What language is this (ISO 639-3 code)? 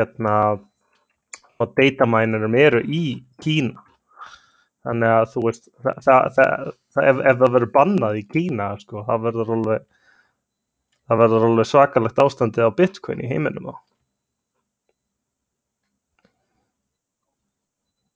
isl